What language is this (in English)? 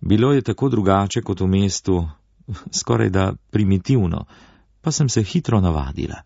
Slovenian